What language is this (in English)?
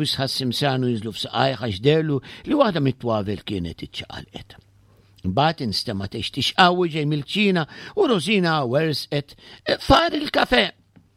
Maltese